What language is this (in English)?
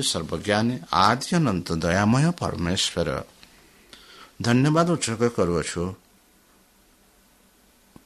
Odia